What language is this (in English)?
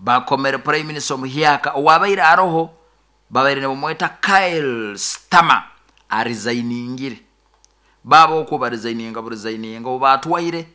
Nyoro